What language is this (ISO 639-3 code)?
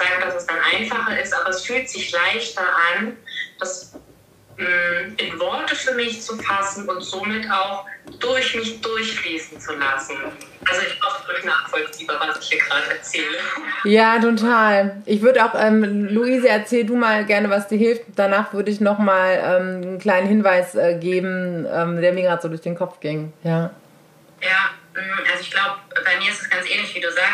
deu